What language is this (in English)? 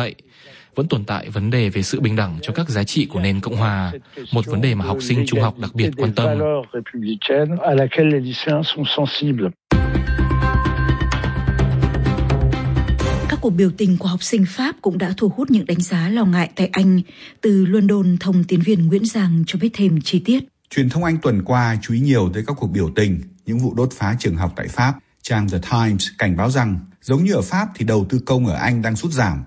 Vietnamese